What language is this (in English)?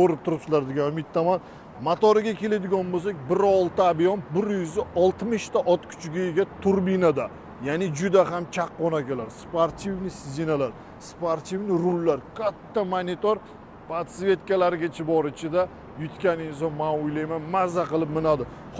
Uzbek